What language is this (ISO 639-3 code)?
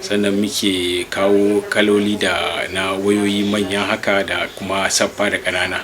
hau